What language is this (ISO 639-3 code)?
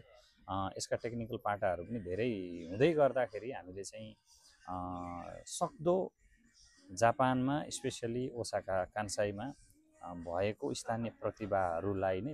nep